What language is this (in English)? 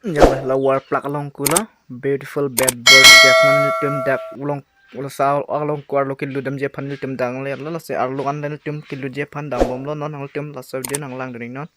Karbi